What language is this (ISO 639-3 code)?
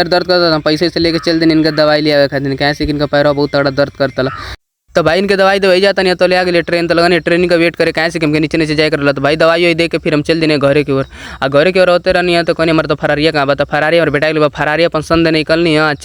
bho